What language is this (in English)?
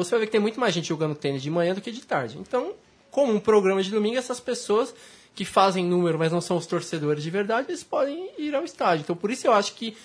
Portuguese